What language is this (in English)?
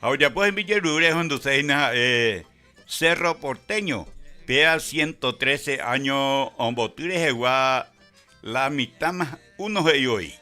Guarani